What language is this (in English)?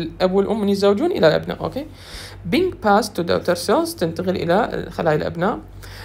Mesopotamian Arabic